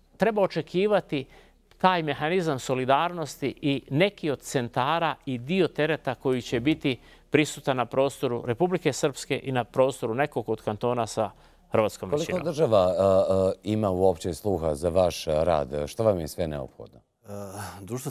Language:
Bosnian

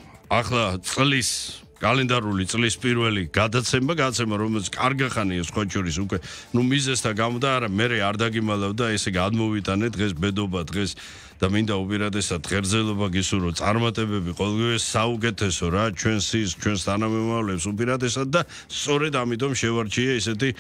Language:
Georgian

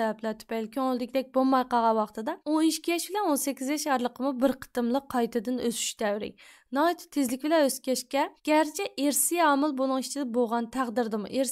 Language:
Uyghur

